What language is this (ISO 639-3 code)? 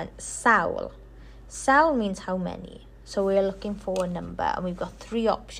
eng